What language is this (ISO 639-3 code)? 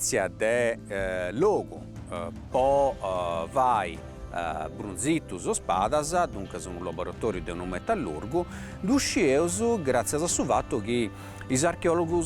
srd